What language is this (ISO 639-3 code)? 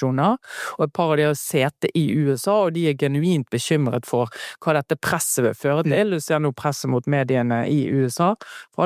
nor